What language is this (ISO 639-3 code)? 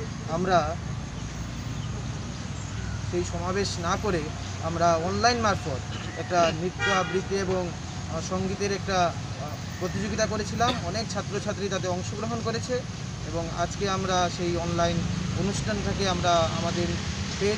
ben